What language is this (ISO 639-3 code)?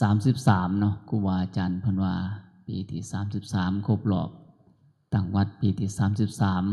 tts